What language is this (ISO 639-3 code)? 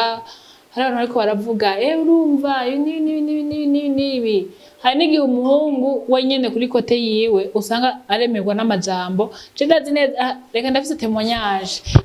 run